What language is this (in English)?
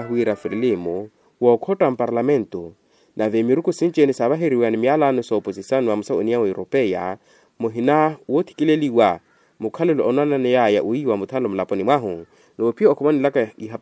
Makhuwa